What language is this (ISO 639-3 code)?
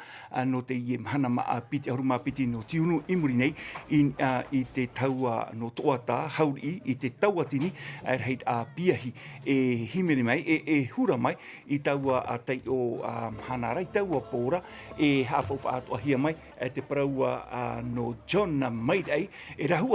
tah